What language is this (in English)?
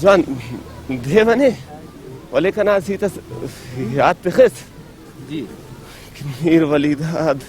Brahui